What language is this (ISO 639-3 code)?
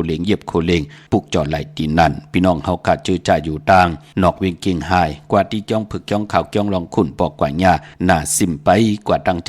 shn